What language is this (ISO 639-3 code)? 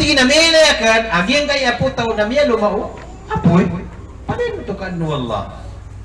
mrw